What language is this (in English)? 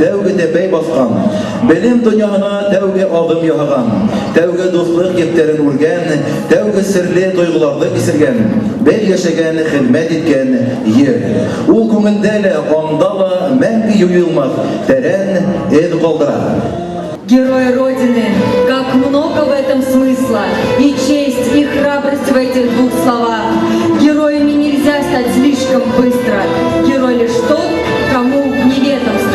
Bashkir